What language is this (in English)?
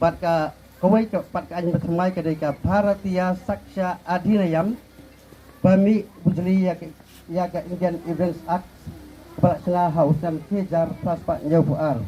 Khasi